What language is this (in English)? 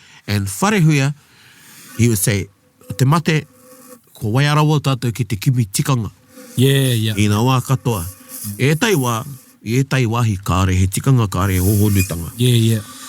Māori